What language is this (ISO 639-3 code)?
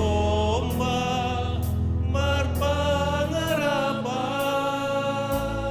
bts